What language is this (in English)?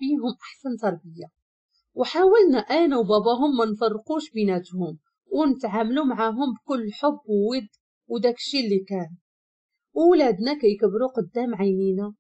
Moroccan Arabic